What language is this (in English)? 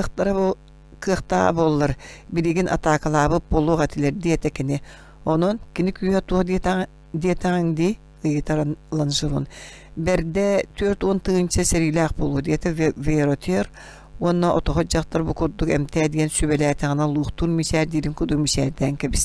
Yakut